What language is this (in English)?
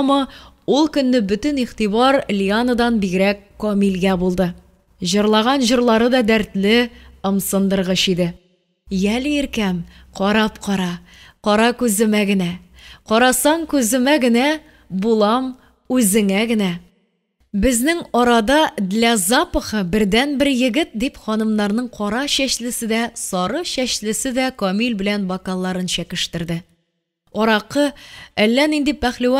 Tatar